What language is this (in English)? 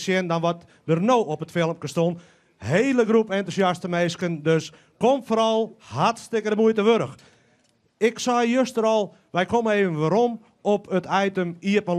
Western Frisian